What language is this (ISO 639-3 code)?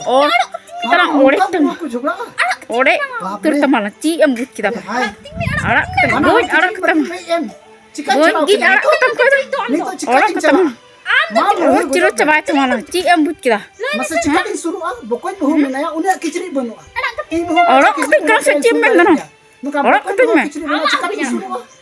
sat